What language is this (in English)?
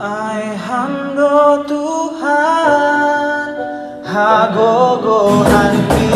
Batak Simalungun